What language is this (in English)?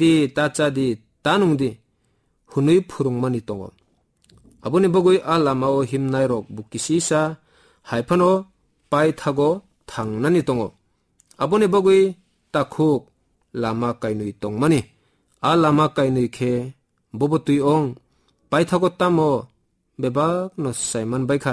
Kok Borok